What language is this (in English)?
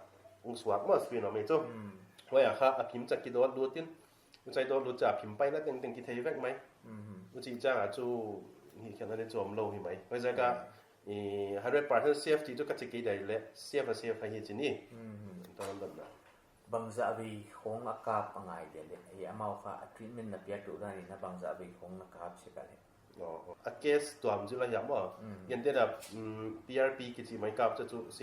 Paite Chin